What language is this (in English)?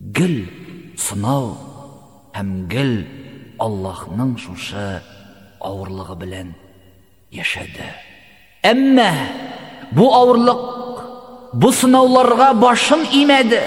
Tatar